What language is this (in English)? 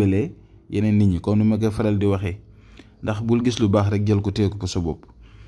Wolof